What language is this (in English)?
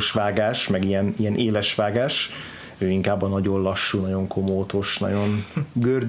Hungarian